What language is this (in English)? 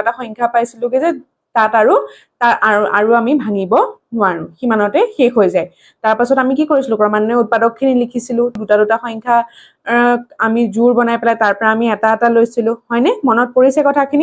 Assamese